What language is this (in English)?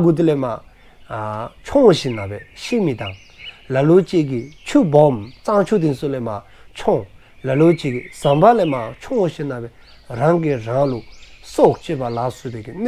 Dzongkha